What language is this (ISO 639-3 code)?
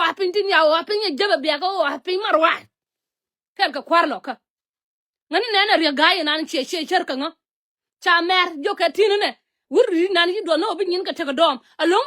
nus